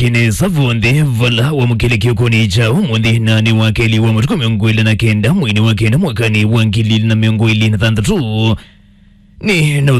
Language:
Kamba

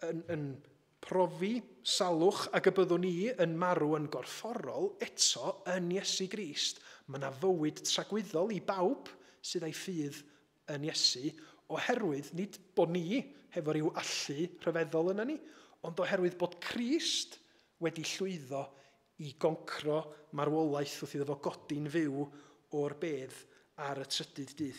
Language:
Welsh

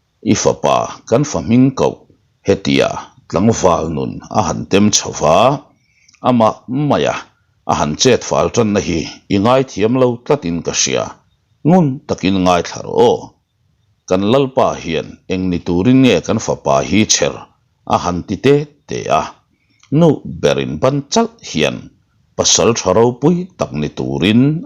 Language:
Mizo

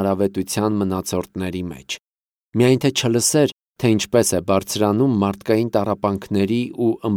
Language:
Armenian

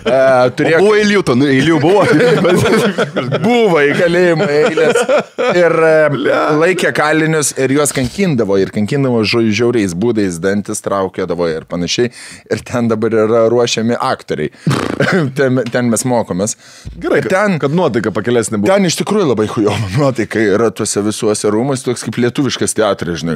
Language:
Lithuanian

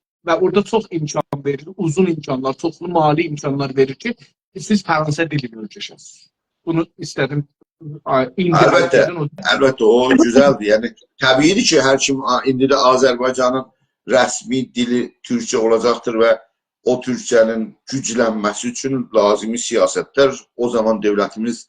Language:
South Azerbaijani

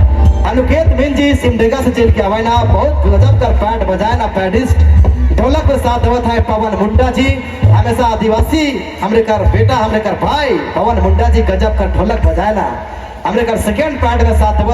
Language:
Sadri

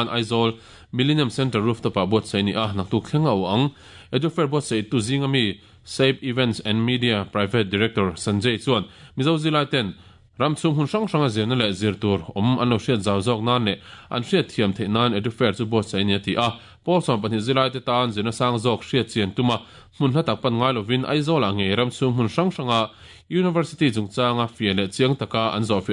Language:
Mizo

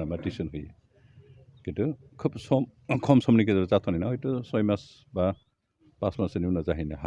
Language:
Bodo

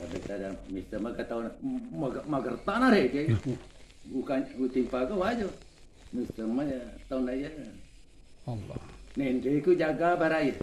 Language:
Buginese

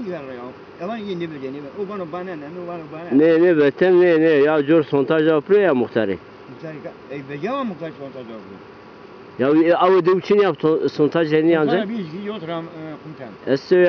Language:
Zaza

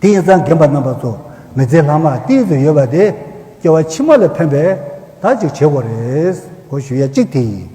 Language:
Tibetan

